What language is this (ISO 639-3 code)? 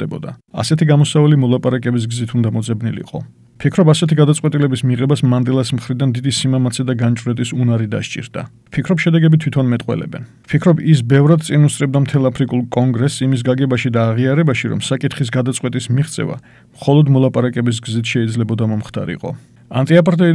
kat